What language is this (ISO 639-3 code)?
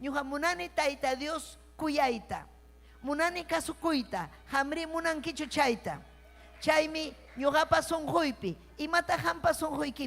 quy